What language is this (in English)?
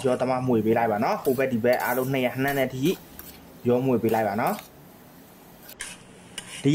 Burmese